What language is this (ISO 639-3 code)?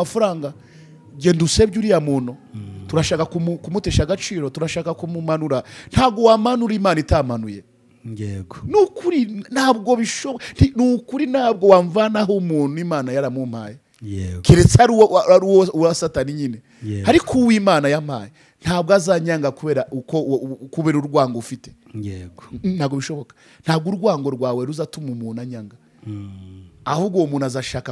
kin